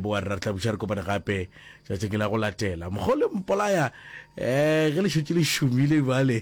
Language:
Northern Sotho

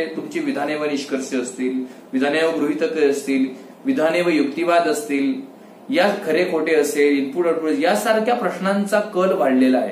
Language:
Marathi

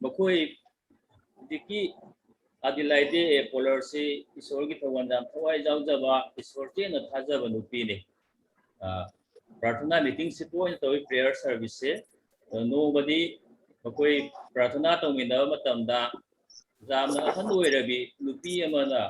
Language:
Manipuri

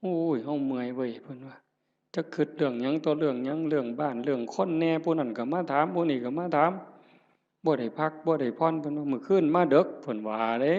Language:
Northeastern Thai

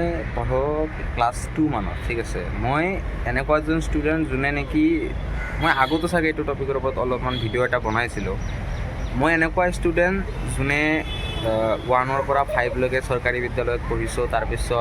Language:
Assamese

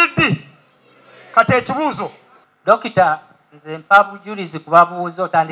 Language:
Ganda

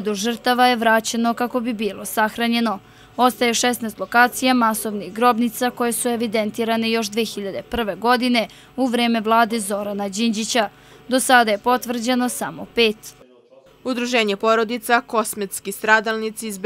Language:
Serbian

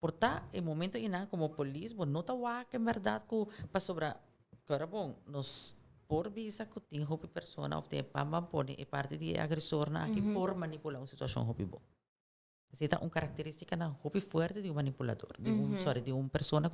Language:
Papiamento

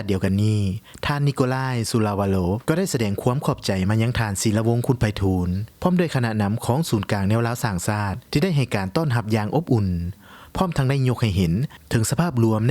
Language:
Lao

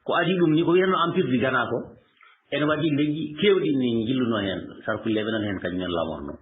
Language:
Fula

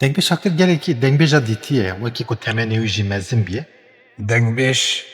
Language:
Kurdish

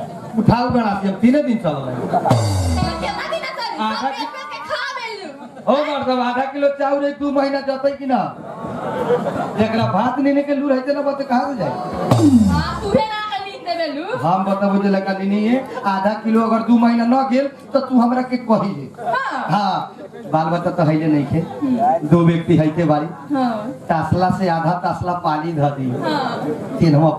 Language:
Bhojpuri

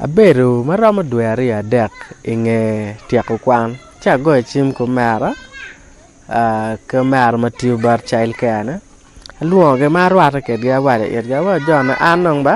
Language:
Acoli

